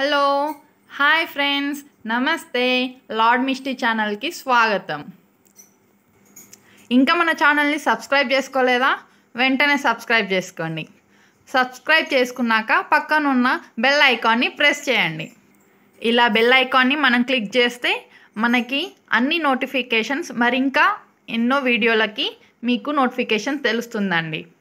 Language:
Telugu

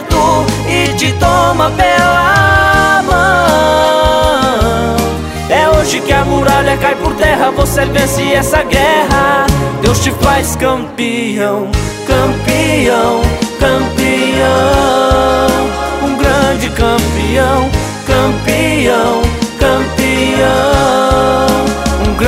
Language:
Portuguese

